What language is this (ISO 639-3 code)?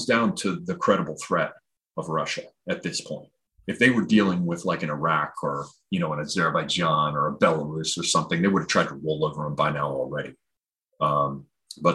eng